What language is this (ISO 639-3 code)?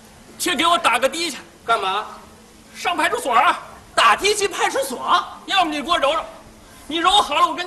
zho